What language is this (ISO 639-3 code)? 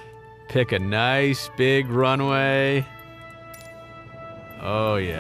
eng